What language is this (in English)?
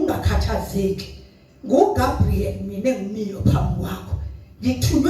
Zulu